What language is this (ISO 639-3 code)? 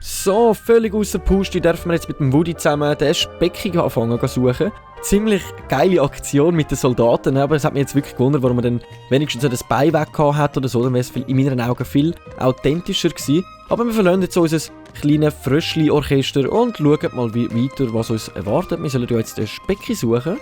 gsw